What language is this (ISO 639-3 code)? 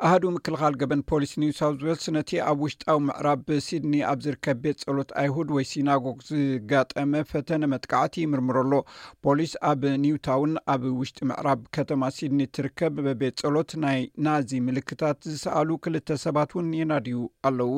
tir